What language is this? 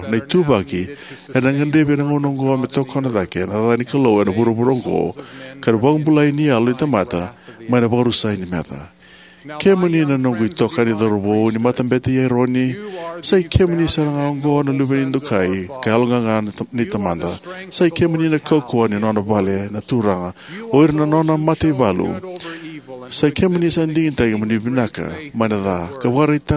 Fijian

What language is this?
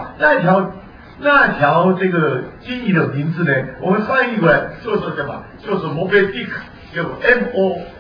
Chinese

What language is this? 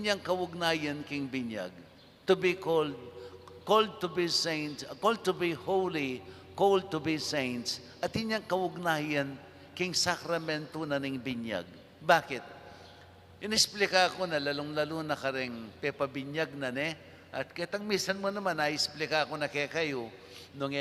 Pampanga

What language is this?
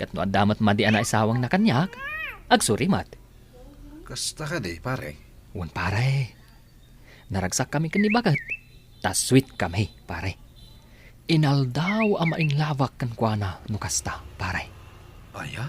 Iloko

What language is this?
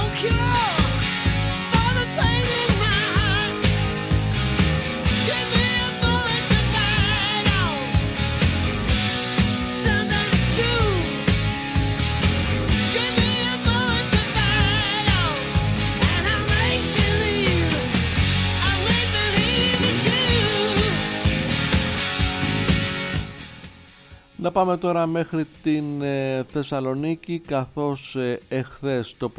Greek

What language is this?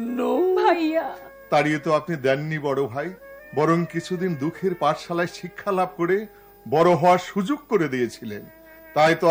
Bangla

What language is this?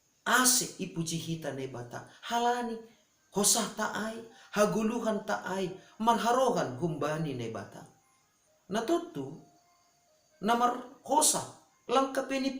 Batak Simalungun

